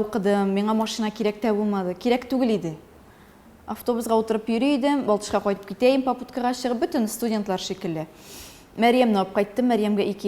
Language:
Tatar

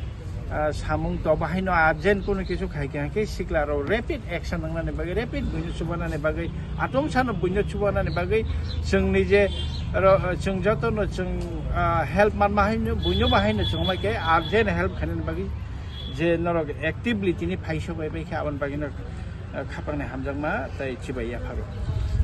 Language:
Kok Borok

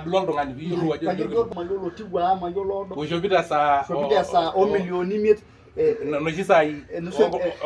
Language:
Masai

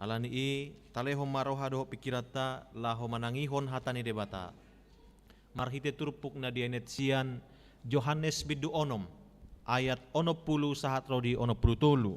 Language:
Batak Toba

